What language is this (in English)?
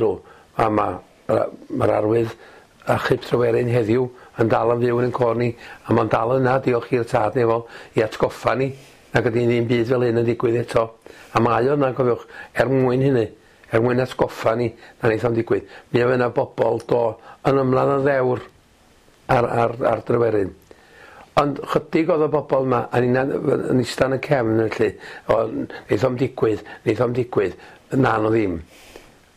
Welsh